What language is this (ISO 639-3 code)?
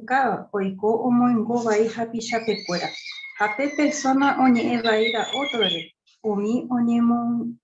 grn